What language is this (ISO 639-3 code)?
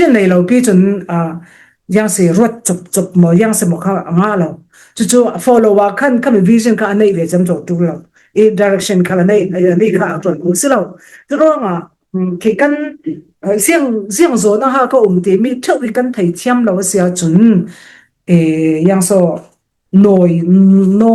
cfm